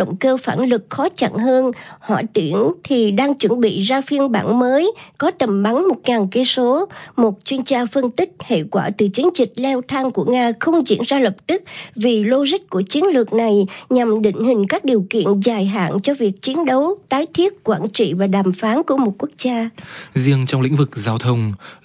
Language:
Vietnamese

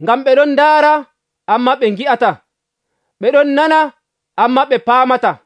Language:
Nigerian Fulfulde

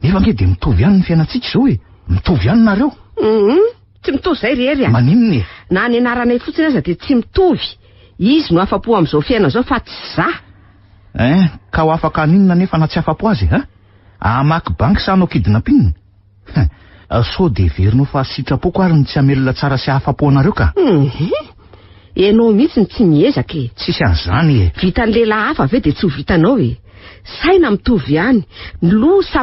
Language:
Malagasy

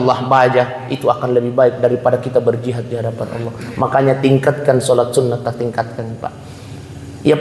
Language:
Buginese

